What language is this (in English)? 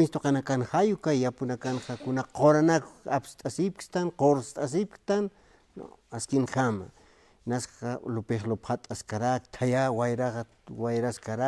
Aymara